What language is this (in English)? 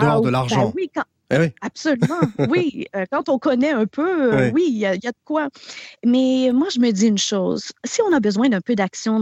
French